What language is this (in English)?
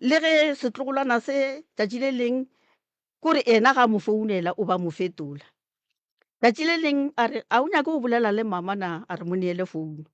Northern Sotho